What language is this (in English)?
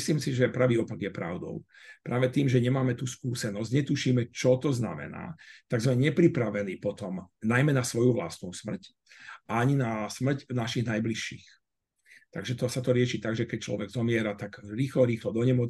Slovak